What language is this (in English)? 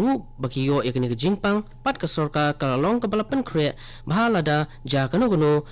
Khasi